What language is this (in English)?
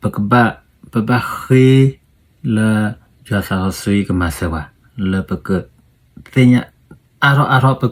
S'gaw Karen